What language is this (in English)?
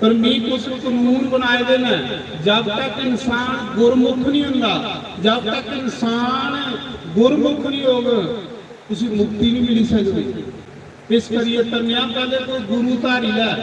Dogri